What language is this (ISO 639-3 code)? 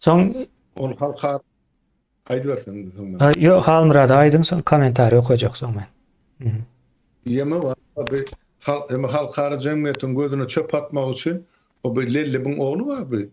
tuk